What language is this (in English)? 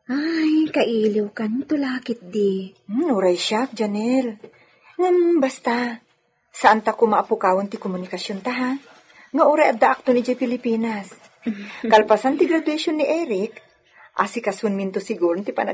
Iloko